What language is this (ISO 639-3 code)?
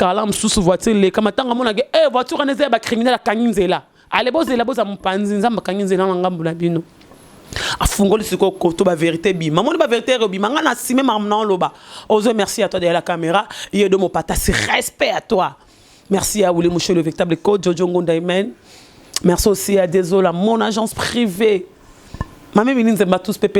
lin